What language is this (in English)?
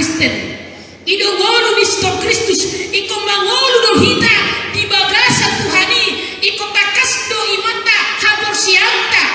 Batak Toba